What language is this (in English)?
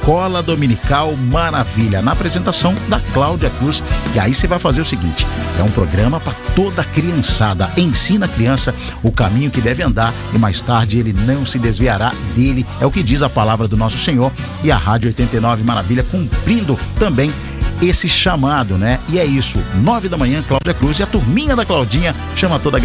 Portuguese